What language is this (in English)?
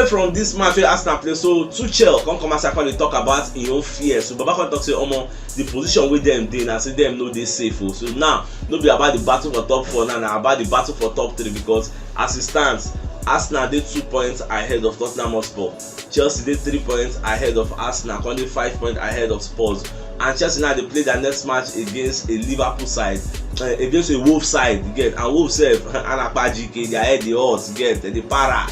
Nigerian Pidgin